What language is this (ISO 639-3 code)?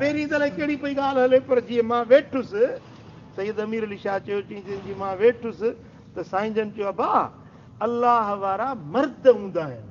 snd